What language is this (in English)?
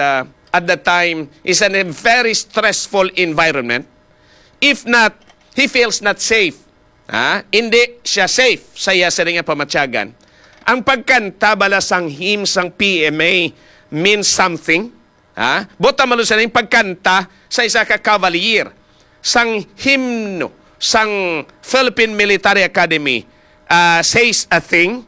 Hiligaynon